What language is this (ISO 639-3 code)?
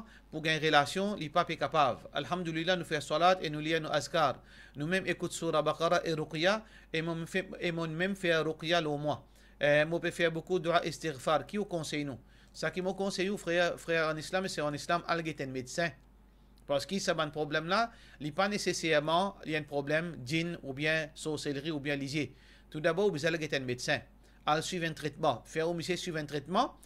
mfe